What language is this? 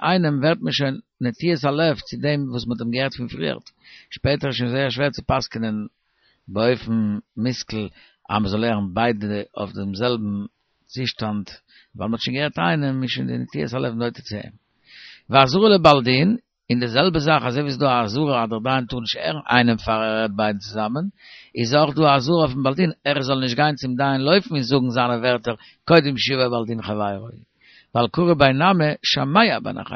Yiddish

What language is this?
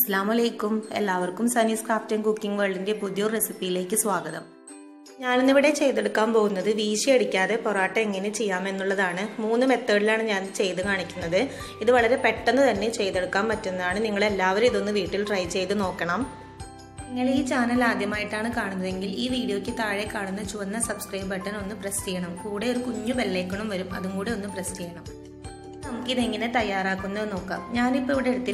Malayalam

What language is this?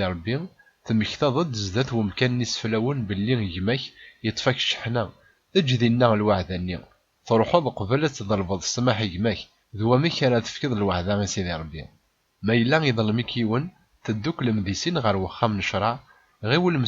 Kabyle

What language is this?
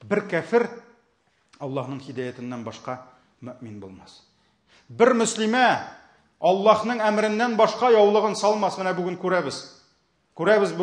Tatar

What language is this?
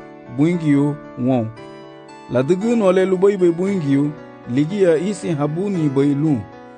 Garifuna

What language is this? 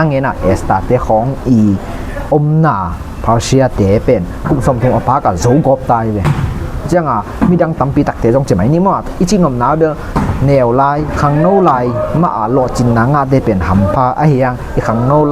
Tedim Chin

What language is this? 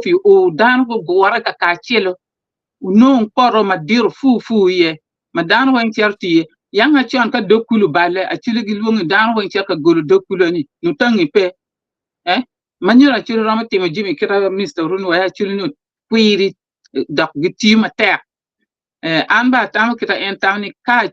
Acoli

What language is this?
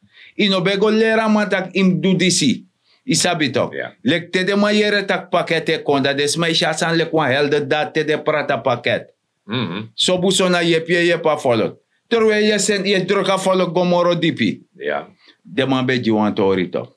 Sranan Tongo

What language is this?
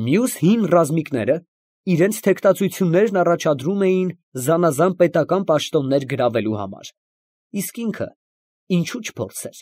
Armenian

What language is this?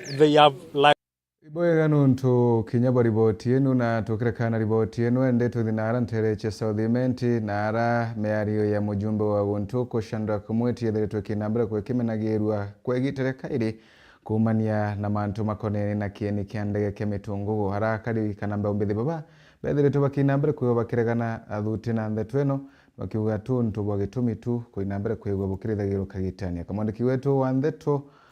Meru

